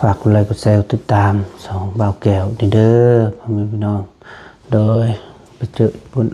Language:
Lao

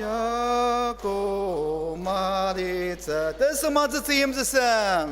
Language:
Ao Naga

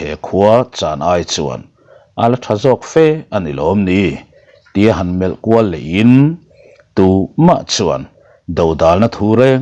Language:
Mizo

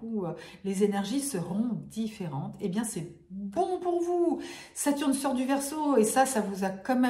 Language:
French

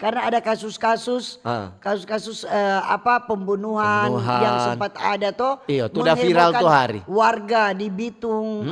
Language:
Manado Malay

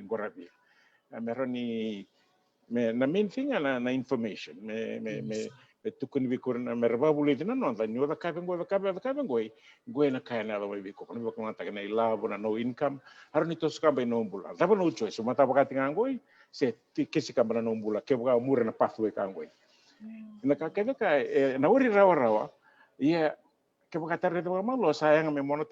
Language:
Fijian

